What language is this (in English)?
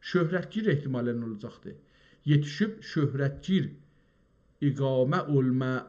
South Azerbaijani